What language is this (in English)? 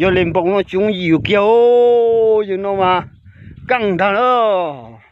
Hmong